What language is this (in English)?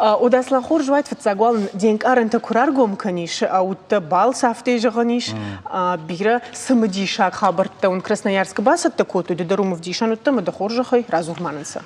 Ossetic